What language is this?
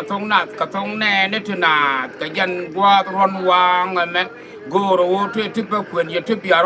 Nuer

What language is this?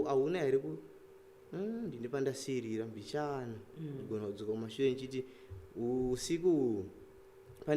Shona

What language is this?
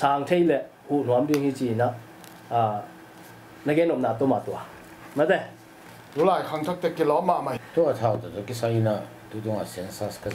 Tedim Chin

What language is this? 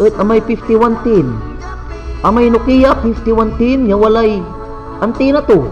Pangasinan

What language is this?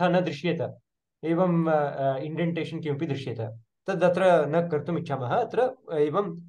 Sanskrit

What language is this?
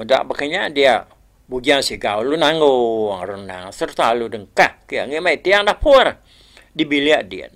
Iban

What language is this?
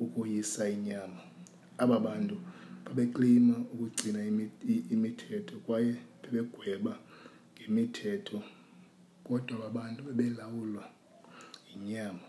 Xhosa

